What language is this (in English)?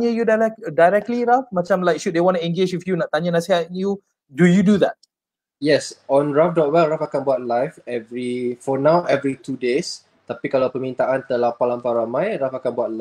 Malay